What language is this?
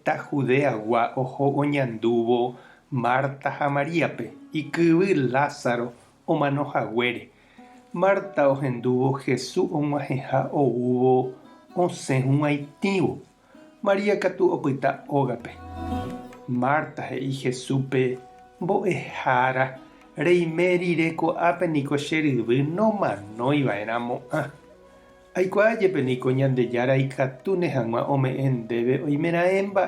Guarani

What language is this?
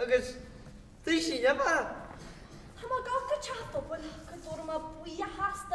Irish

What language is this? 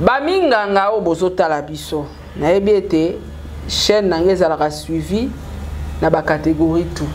Lingala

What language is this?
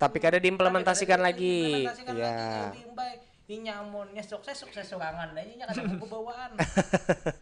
Banjar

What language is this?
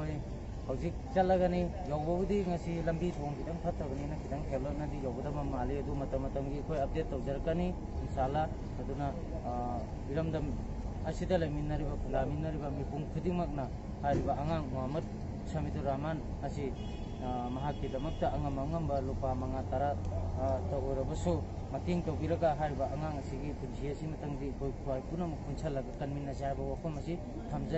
Manipuri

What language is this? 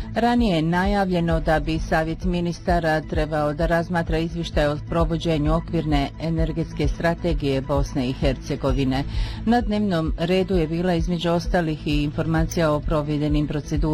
Bosnian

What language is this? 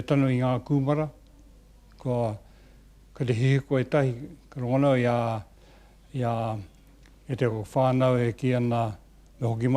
Māori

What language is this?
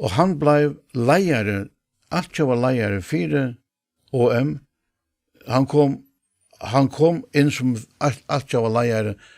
Faroese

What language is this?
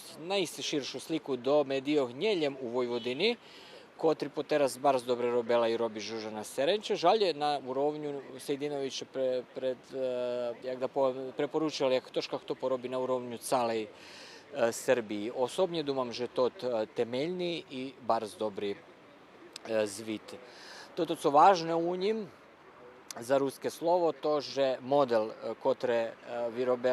Rusyn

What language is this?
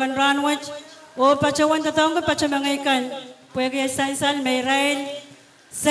Pohnpeian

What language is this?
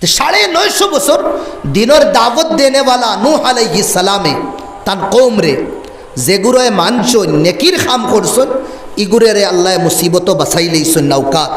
Sylheti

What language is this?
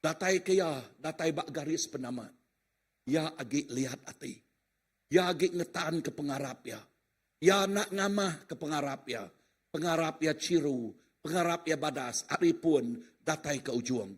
Iban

